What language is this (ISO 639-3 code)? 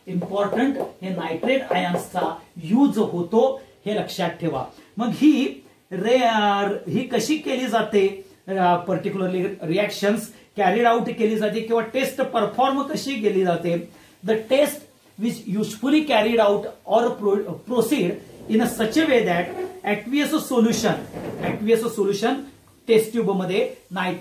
mar